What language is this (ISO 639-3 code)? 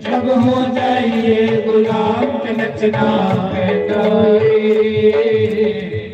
doi